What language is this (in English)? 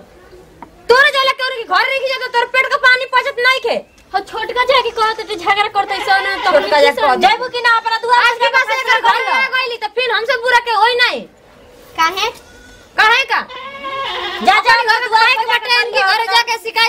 Bhojpuri